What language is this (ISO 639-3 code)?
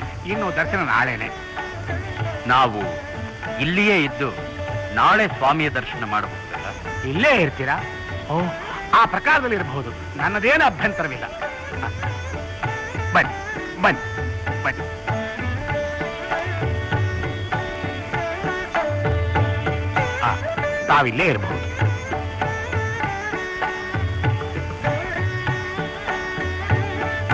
kan